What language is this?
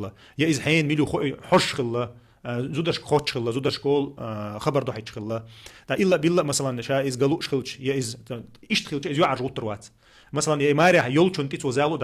Chechen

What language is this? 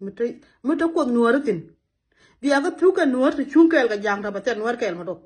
Nuer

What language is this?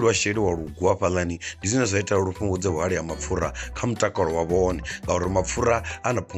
Venda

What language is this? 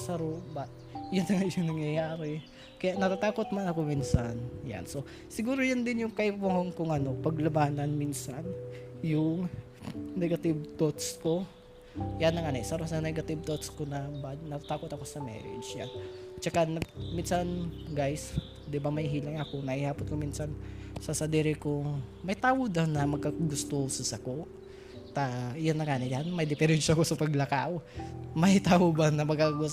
Bikol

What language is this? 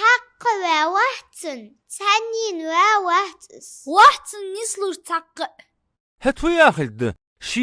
Ingush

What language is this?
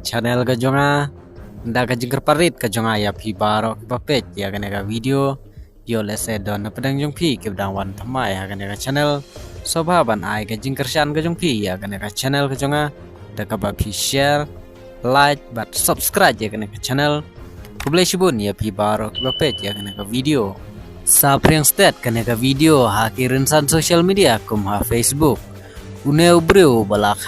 Khasi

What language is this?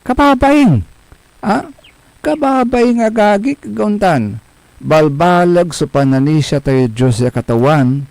Pangasinan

